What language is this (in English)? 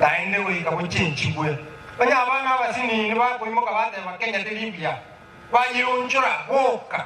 Gusii